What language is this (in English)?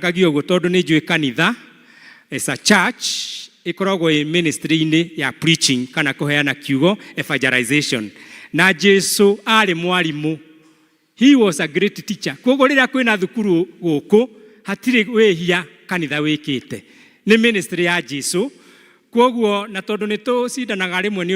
Kikuyu